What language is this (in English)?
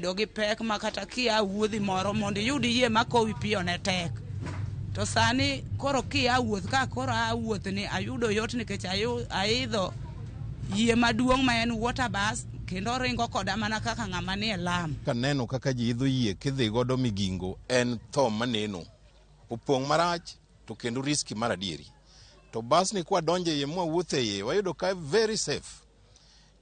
Luo (Kenya and Tanzania)